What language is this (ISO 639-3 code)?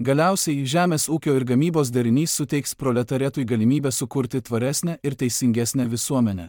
lit